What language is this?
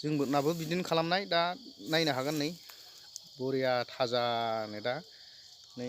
Bodo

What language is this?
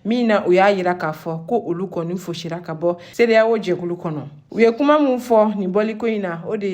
Bambara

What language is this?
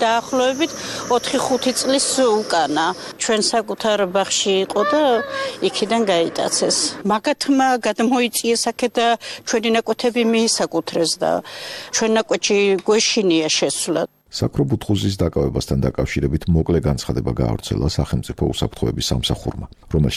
Georgian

